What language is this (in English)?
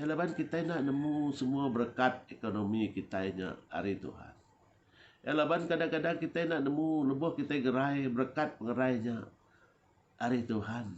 Iban